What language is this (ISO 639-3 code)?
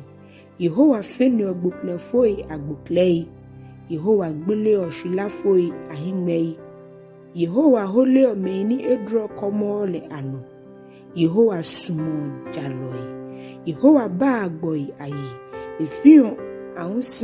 gaa